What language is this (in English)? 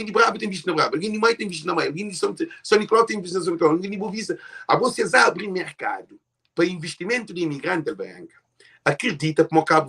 Kabuverdianu